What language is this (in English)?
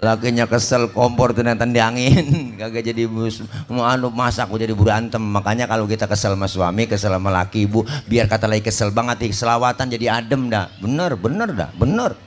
Betawi